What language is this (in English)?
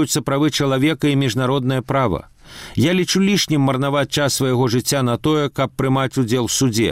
Belarusian